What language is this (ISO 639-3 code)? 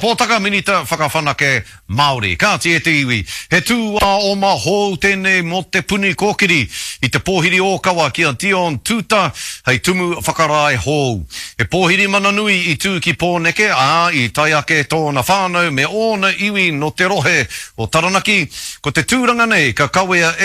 mri